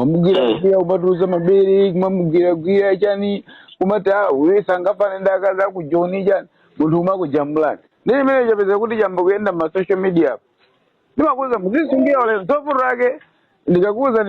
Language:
Nyanja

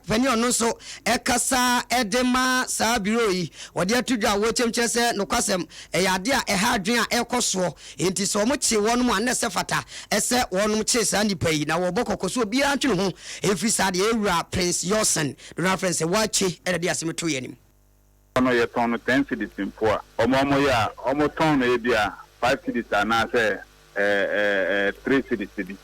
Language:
Akan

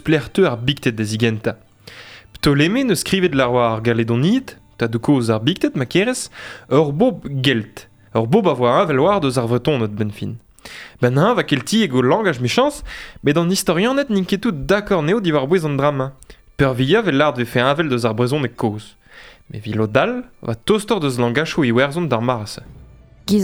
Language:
Breton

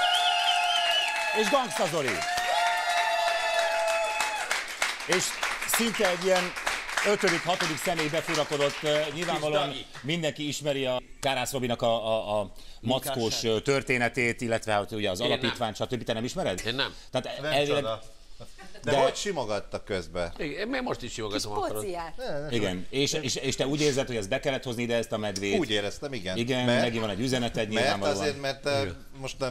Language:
Hungarian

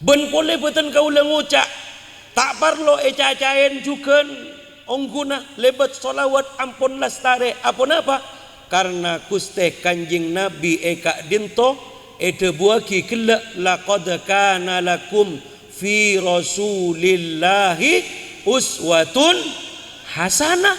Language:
Madurese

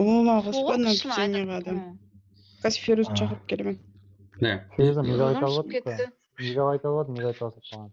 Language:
Kara-Kalpak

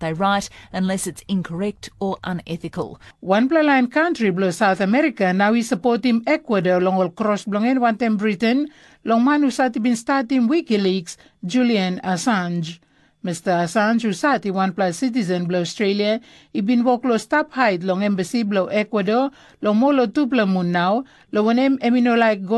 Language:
Tok Pisin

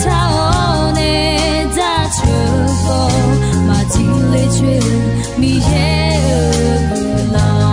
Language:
Akha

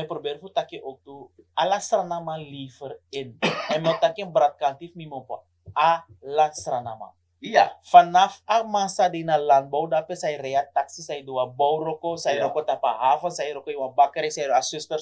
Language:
Sranan Tongo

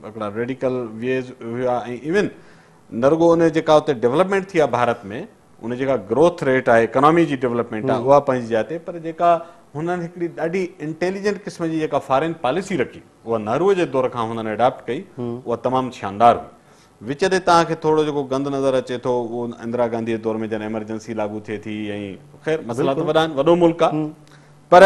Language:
Sindhi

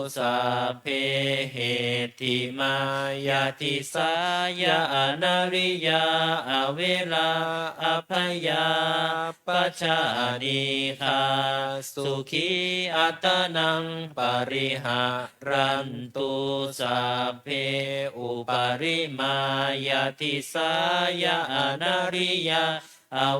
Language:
Pali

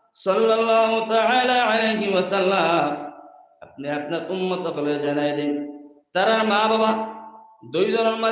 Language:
Sylheti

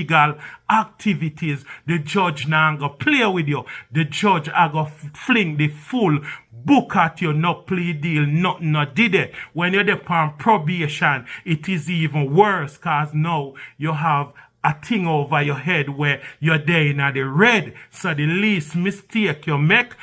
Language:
Jamaican Creole English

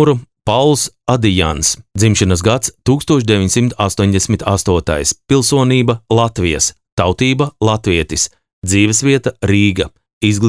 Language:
Latvian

